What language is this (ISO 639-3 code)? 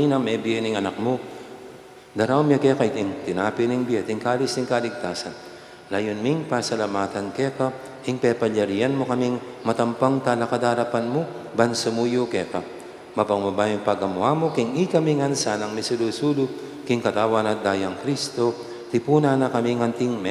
pam